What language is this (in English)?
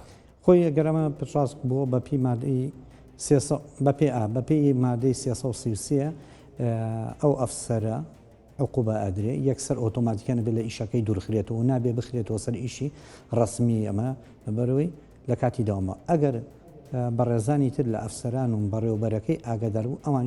Central Kurdish